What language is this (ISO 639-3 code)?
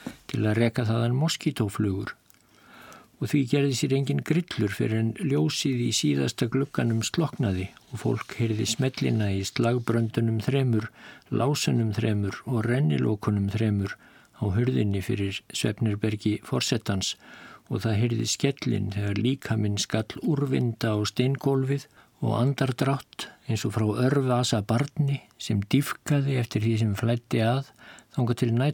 isl